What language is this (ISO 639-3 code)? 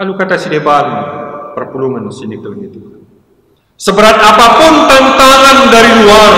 btx